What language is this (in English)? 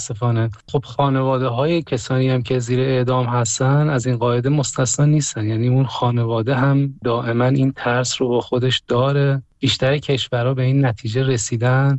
Persian